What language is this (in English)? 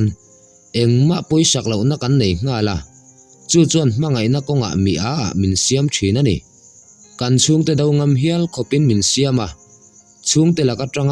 Mizo